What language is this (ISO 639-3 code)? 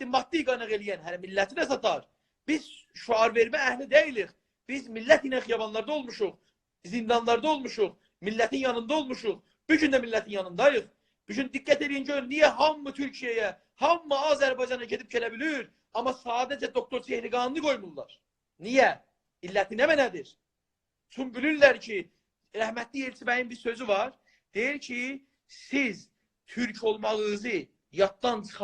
azb